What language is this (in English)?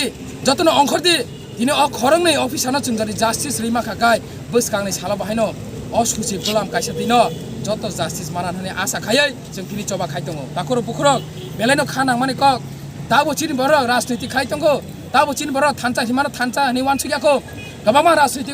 Kok Borok